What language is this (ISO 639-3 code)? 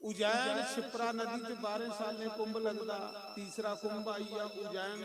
doi